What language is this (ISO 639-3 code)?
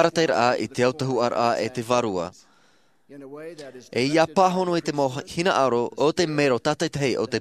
tah